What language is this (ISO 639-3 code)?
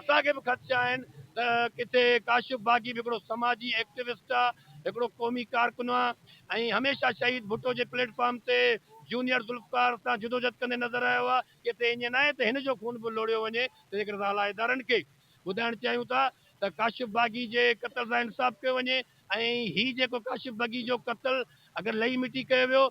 snd